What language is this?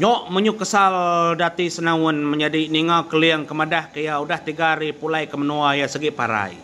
Iban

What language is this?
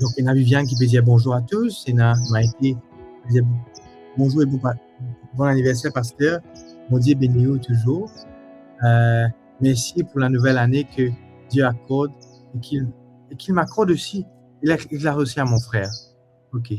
Morisyen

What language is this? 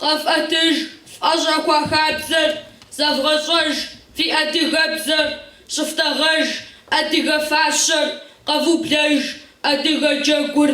Kabardian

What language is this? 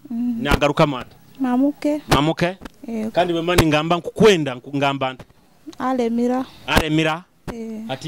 Nyoro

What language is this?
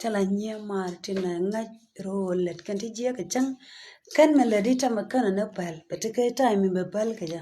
Nuer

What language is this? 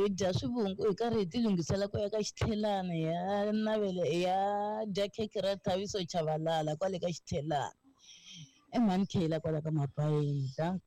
Tsonga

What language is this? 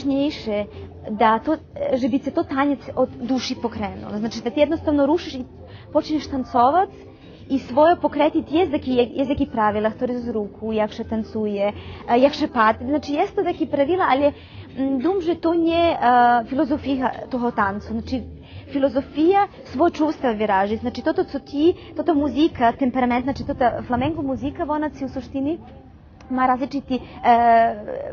Rusyn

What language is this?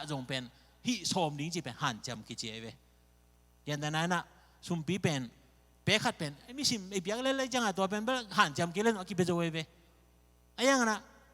Tedim Chin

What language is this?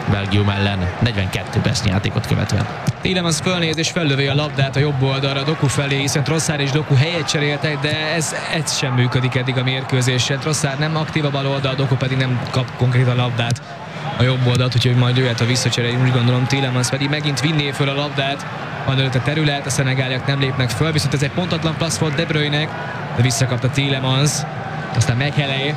Hungarian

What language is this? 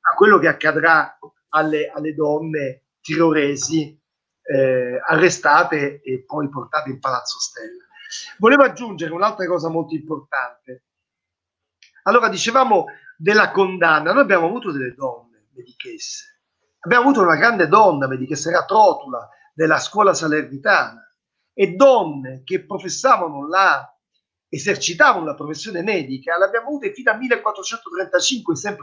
Italian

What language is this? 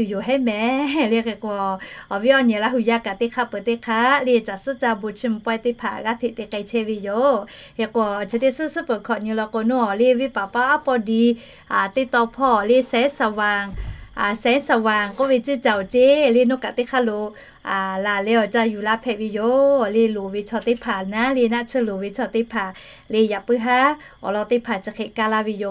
Lahu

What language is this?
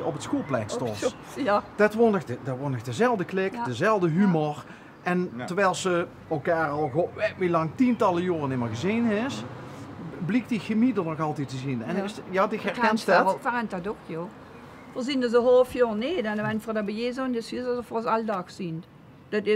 Limburgish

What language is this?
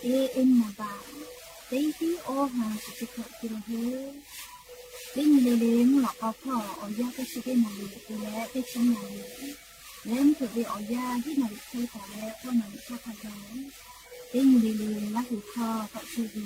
Lahu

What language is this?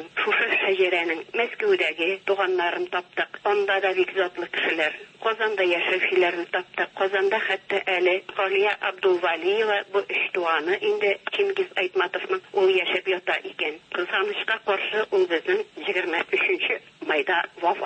Tatar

